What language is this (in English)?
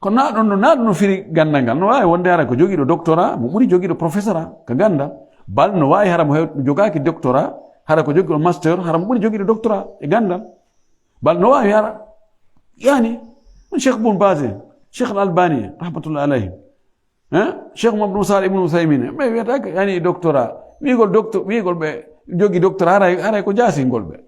Fula